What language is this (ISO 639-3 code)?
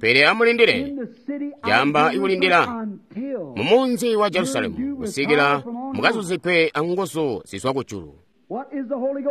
toi